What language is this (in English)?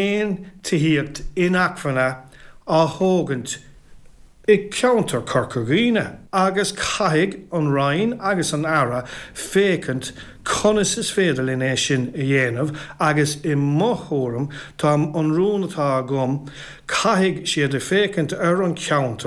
Irish